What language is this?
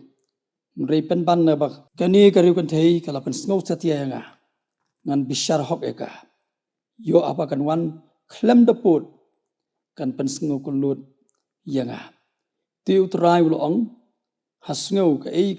Khasi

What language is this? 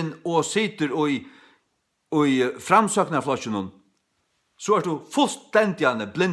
Faroese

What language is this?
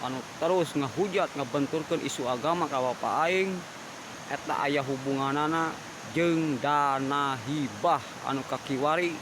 Sundanese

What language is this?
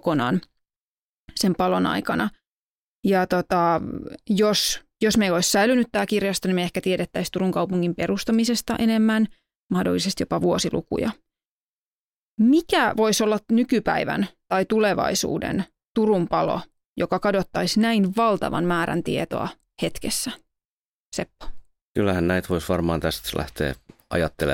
Finnish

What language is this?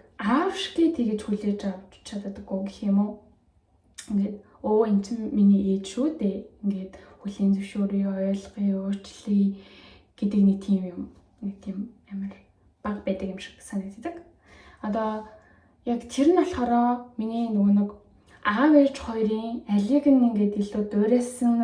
Mongolian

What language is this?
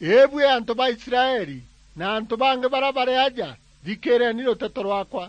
Meru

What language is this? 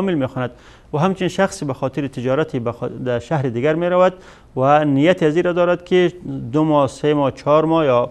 Tajik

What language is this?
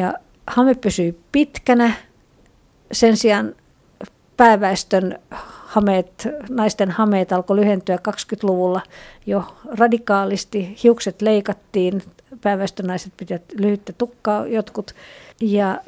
Finnish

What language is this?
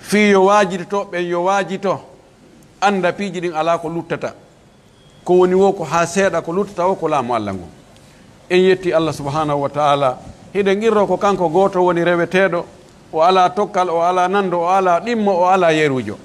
Fula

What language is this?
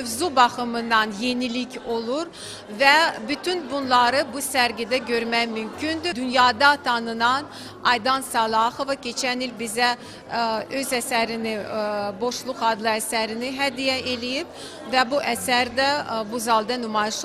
Azerbaijani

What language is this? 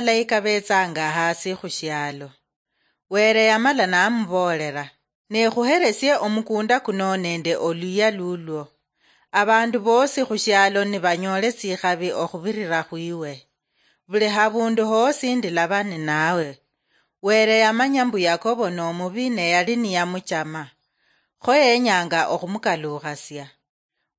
Luyia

